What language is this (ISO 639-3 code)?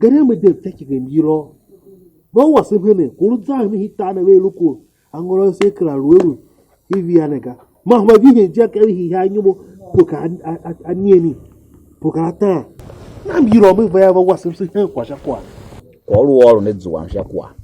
tiv